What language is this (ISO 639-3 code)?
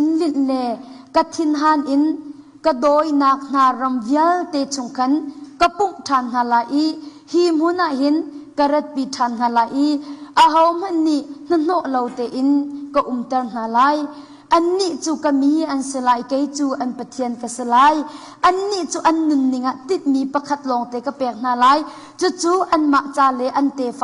cnh